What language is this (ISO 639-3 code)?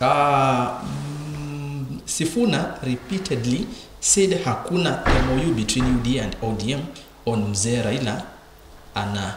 kam